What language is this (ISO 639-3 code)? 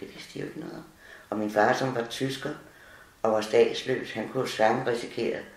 dan